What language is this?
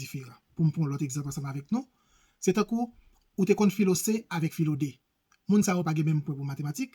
Haitian Creole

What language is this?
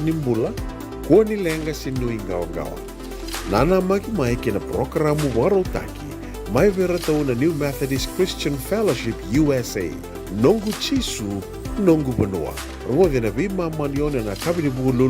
Fijian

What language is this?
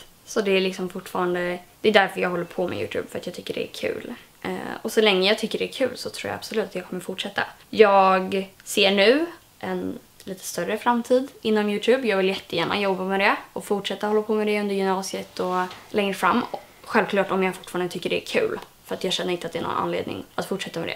Swedish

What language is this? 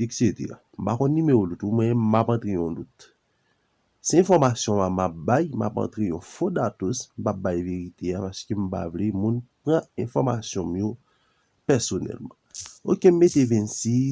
Haitian Creole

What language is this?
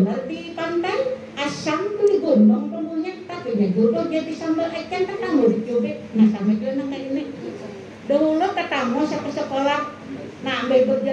Banjar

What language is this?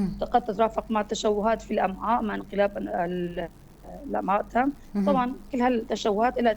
North Levantine Arabic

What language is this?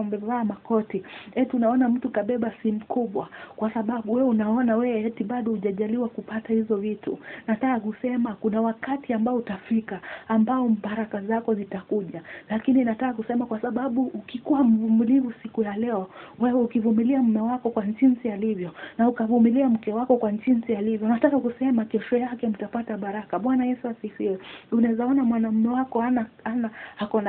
Swahili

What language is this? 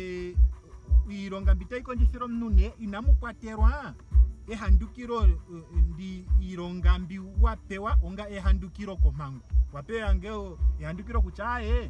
Ndonga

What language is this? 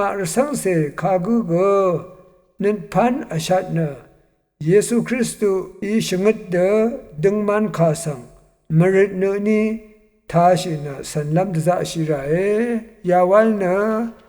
Rawang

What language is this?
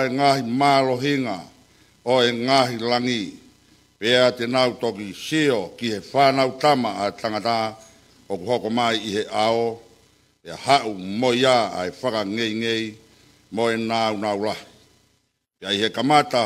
Tongan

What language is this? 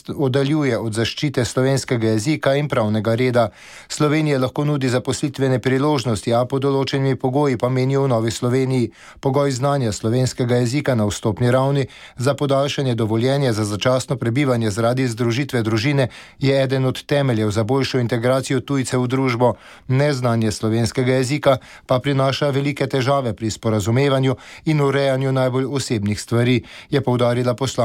Slovenian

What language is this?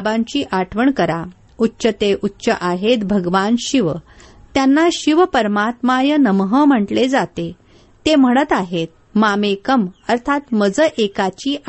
Marathi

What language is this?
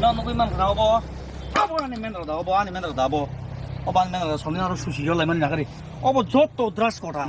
Kok Borok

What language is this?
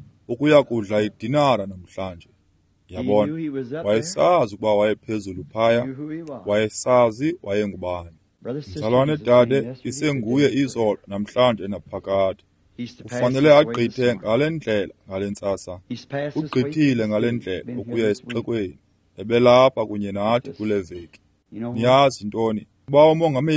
Xhosa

